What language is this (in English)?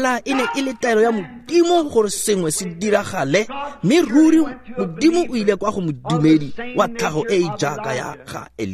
Tswana